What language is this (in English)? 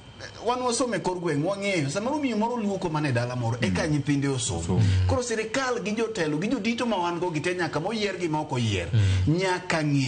Luo (Kenya and Tanzania)